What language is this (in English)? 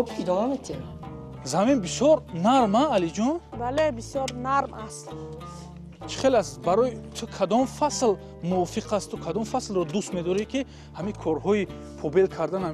Tajik